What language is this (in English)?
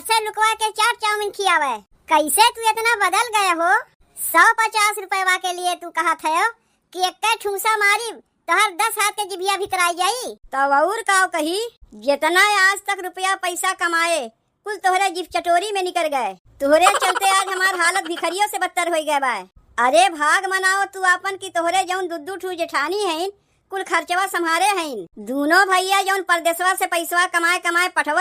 Awadhi